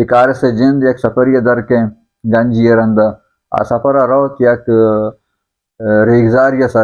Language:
Baluchi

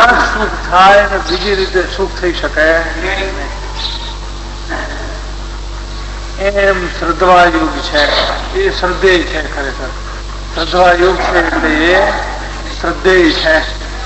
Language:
Gujarati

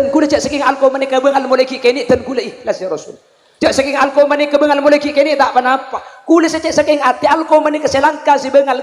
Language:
Madurese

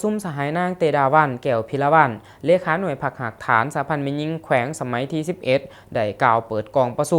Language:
Lao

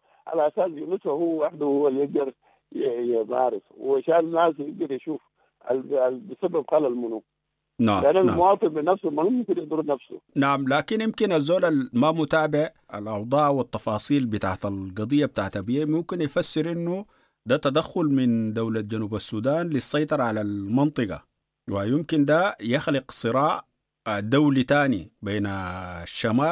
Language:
Sudanese Arabic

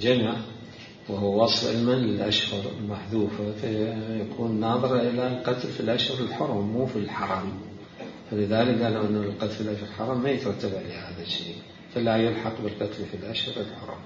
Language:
Mesopotamian Arabic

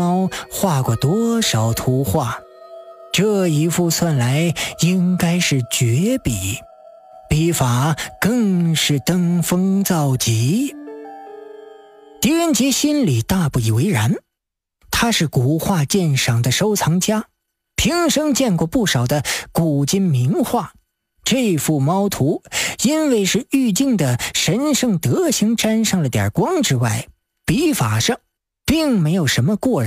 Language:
Chinese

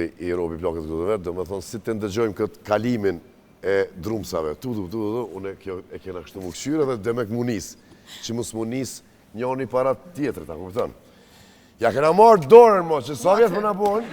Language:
Albanian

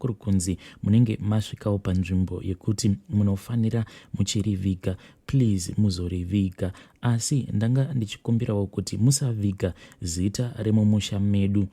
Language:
Shona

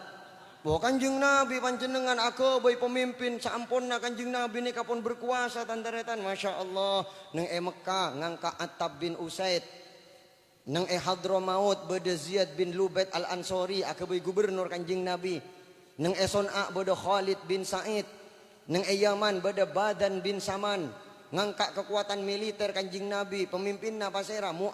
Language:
Madurese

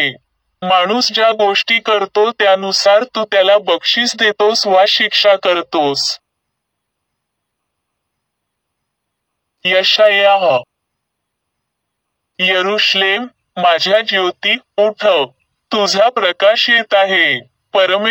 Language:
Marathi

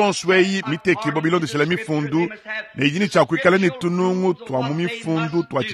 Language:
Luba-Lulua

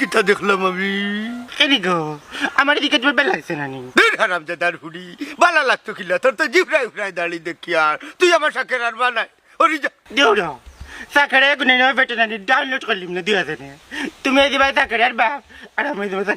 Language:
Sylheti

